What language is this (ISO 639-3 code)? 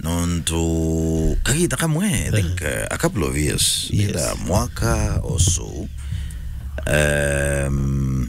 mer